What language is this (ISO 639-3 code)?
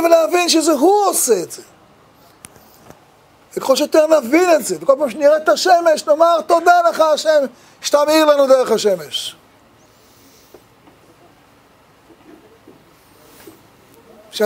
heb